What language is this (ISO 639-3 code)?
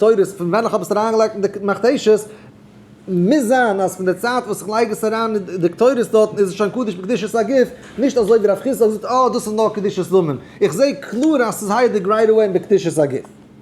yid